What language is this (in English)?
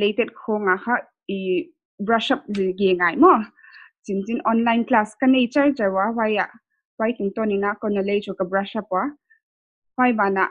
Paite Chin